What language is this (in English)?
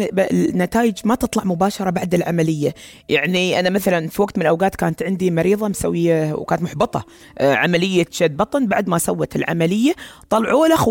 Gulf Arabic